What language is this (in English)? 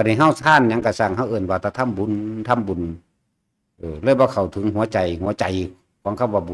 Northeastern Thai